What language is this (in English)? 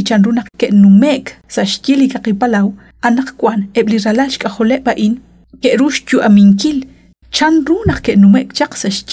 Kekchí